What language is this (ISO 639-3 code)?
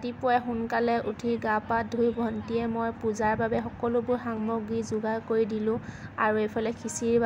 asm